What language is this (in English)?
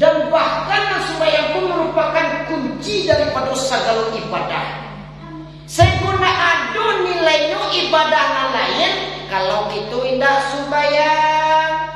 Minangkabau